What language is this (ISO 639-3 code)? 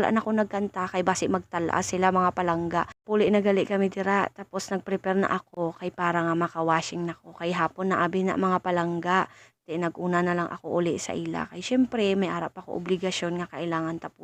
hil